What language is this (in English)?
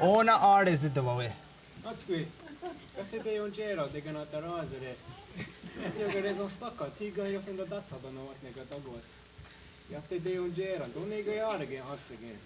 Mohawk